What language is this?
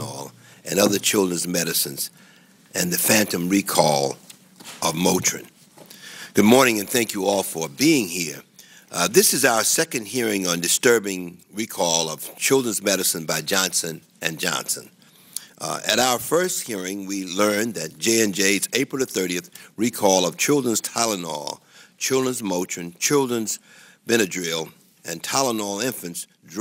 English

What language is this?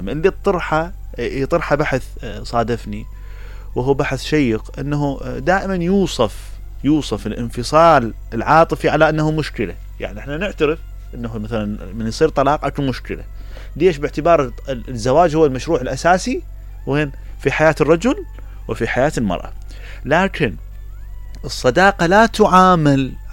Mesopotamian Arabic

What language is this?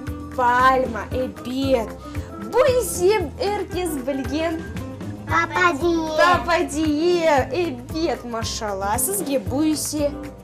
Crimean Tatar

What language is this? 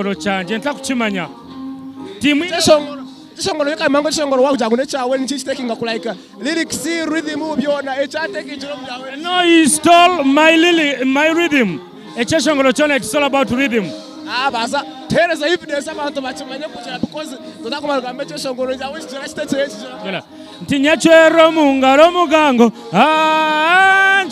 Nyankole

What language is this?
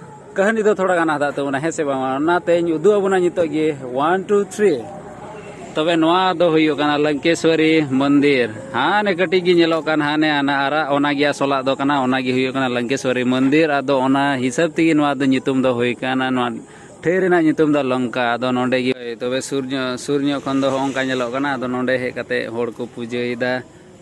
Santali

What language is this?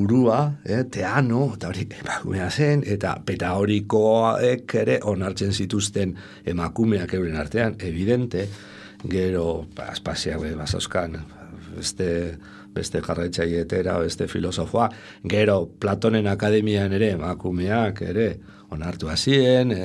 Basque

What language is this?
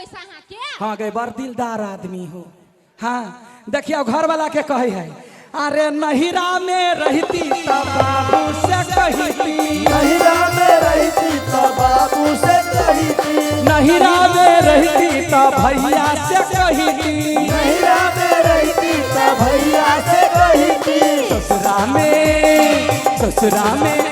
Maithili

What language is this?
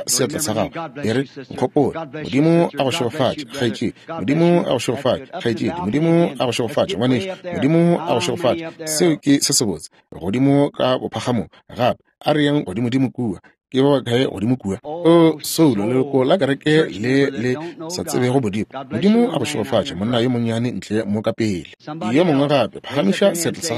Northern Sotho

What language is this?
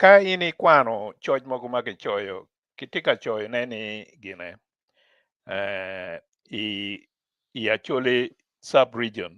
Acoli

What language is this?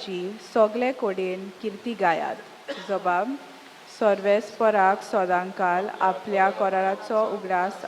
Konkani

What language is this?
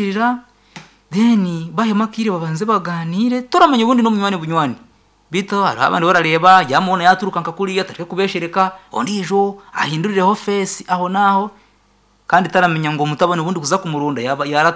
Nyankole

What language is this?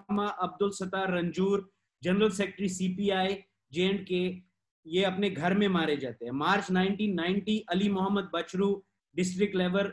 Hindi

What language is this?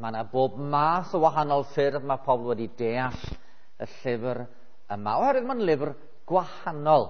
Welsh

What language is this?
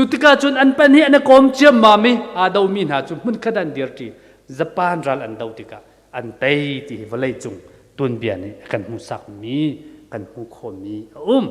Hakha Chin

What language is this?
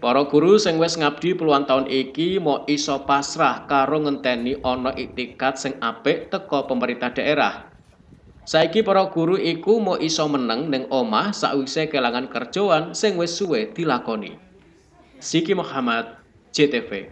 Javanese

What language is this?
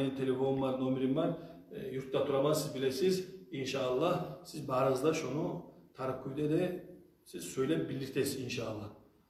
Kumyk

